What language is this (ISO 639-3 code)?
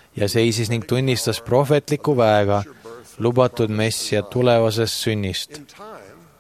est